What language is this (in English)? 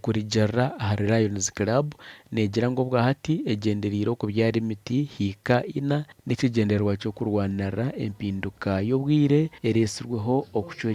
Nyankole